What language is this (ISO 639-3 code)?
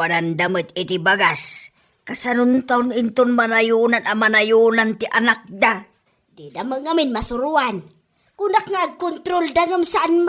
ilo